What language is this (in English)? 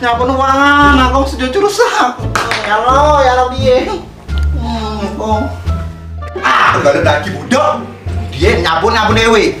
Musi